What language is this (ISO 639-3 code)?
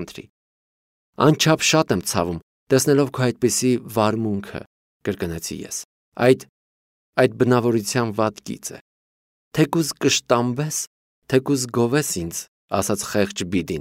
hye